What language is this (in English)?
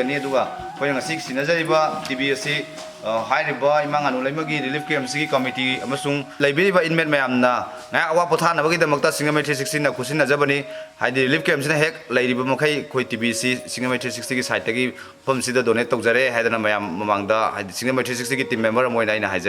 Manipuri